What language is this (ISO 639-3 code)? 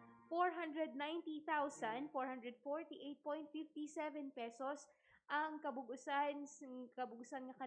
hil